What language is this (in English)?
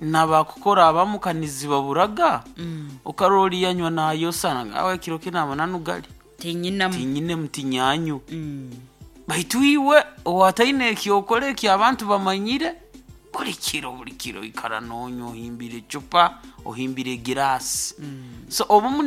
Nyoro